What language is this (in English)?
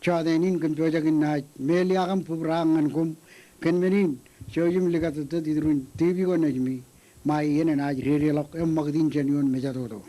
Marshallese